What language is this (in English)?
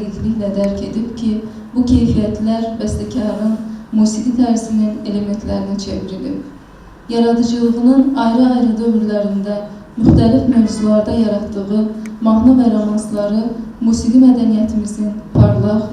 Azerbaijani